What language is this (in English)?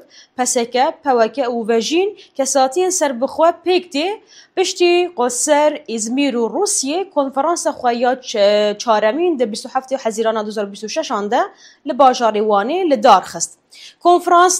Kurdish